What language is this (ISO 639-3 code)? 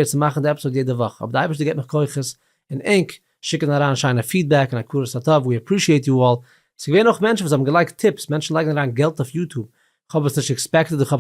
yid